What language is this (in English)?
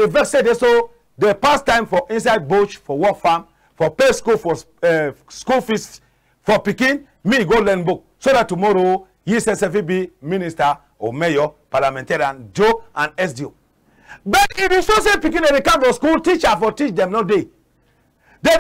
Cameroon Pidgin